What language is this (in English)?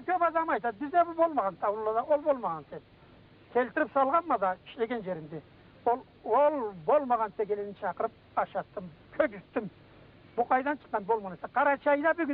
Karachay-Balkar